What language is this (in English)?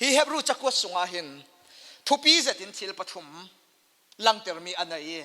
Falam Chin